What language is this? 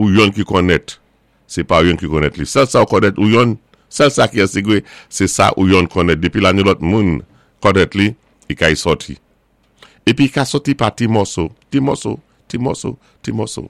Saint Lucian Creole French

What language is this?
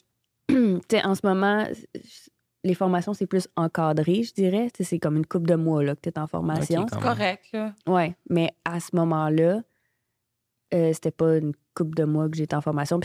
French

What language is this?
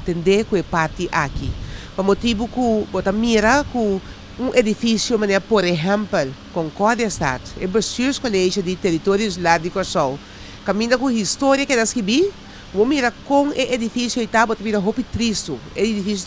Papiamento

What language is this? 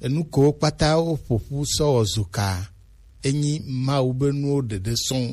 Gen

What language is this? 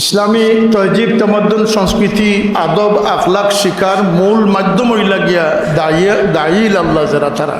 Sylheti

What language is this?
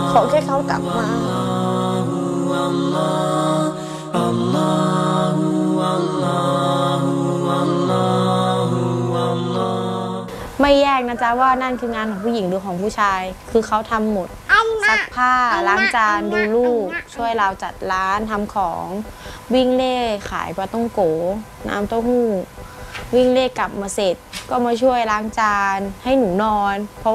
Thai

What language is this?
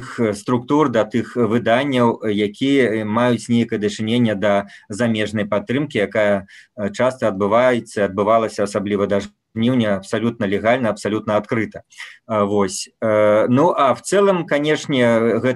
Belarusian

